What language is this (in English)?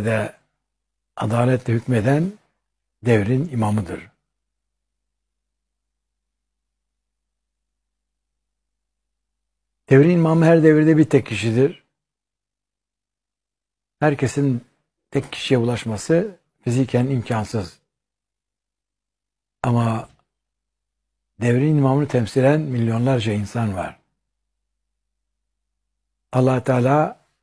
Turkish